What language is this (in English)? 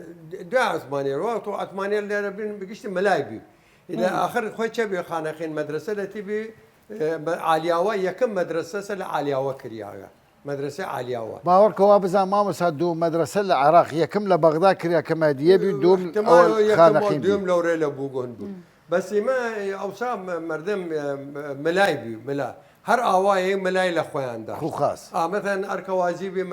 Southern Kurdish